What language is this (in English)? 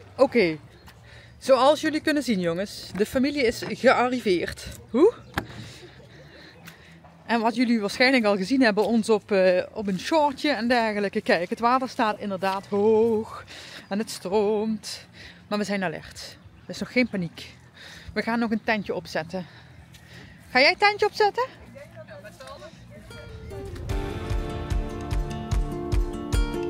Dutch